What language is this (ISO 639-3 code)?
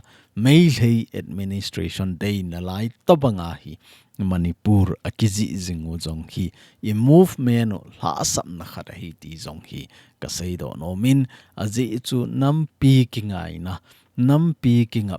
tcz